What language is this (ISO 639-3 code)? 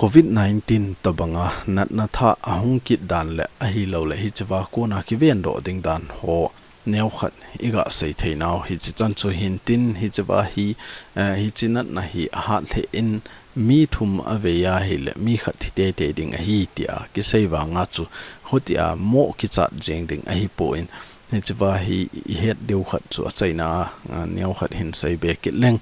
tcz